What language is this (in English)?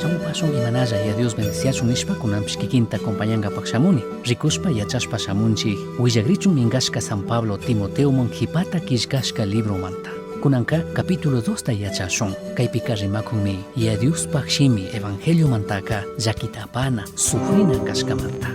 Chimborazo Highland Quichua